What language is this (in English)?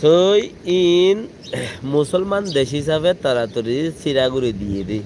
Rohingya